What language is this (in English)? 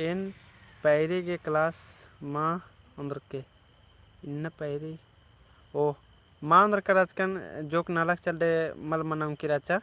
Kurukh